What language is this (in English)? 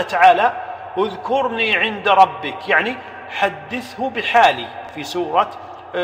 Arabic